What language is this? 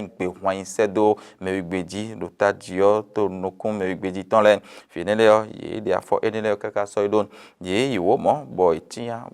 Fon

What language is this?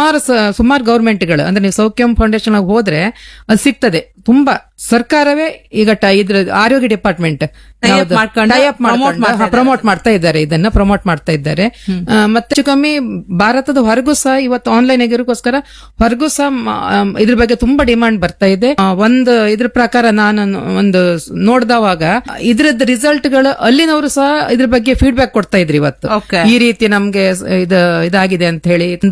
Kannada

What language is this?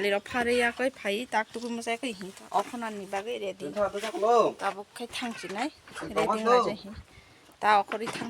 Kok Borok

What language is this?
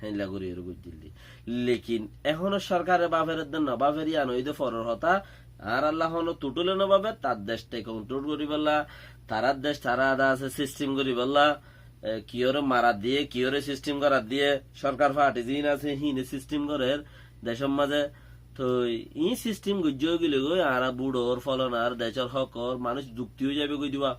Rohingya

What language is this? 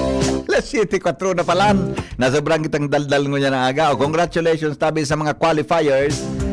Bikol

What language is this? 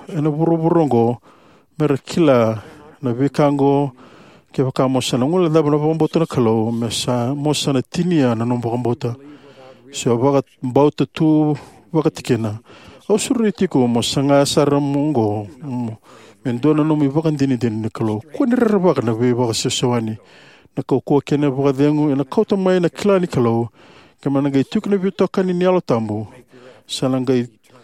Fijian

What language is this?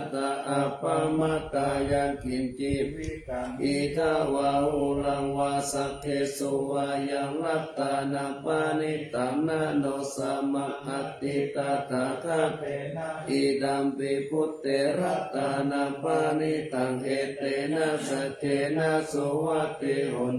Pali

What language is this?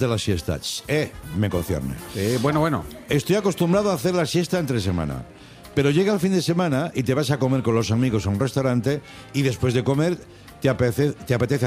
Spanish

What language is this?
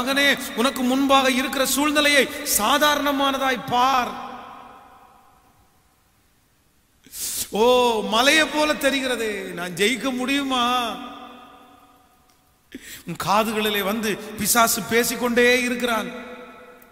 Tamil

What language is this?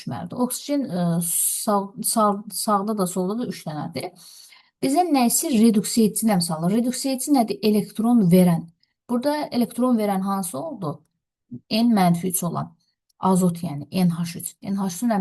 Azerbaijani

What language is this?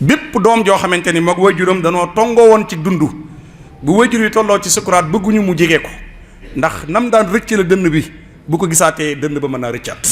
Wolof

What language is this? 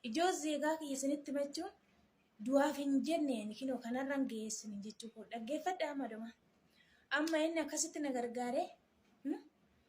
Oromo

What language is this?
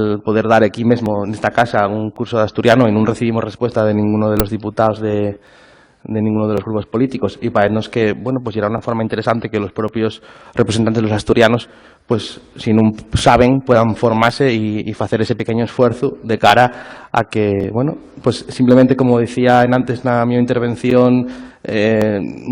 Asturian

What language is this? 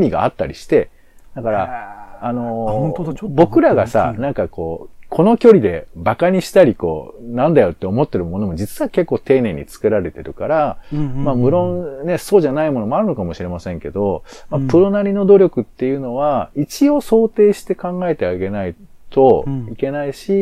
Japanese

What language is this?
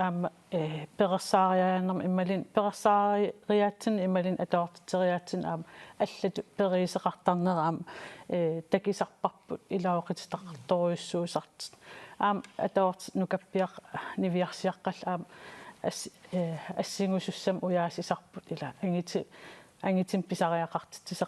Kalaallisut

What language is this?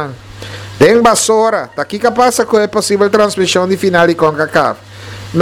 Papiamento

